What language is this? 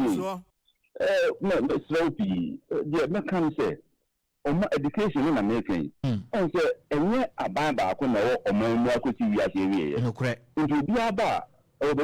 Akan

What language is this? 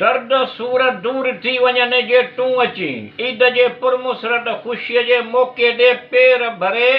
Sindhi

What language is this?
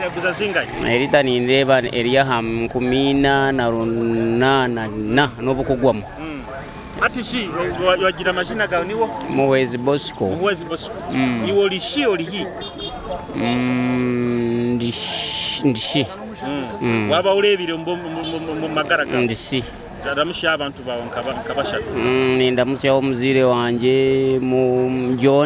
Nyoro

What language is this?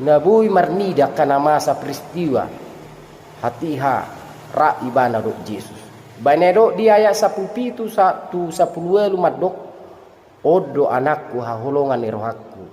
Batak Toba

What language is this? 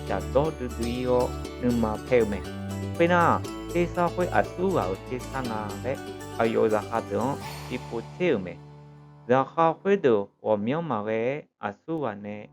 Akha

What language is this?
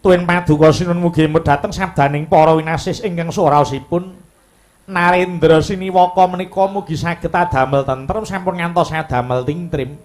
Javanese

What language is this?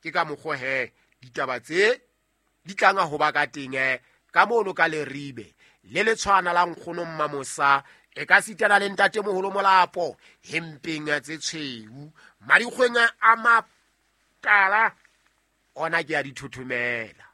Southern Sotho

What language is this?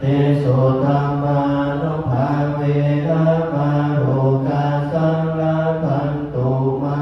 Pali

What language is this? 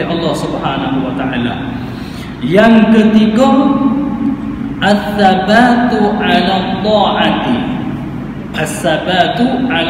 Malay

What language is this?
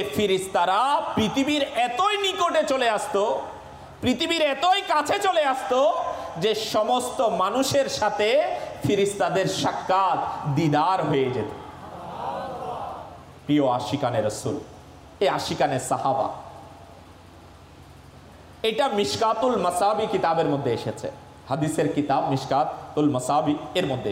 Bangla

